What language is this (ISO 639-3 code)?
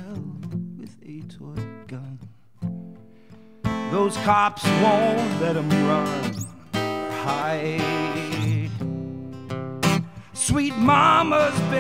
eng